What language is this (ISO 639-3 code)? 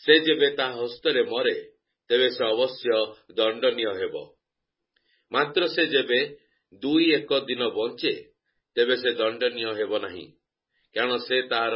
ori